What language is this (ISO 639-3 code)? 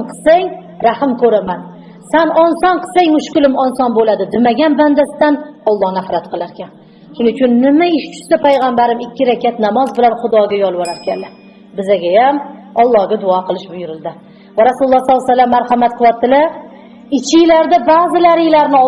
uzb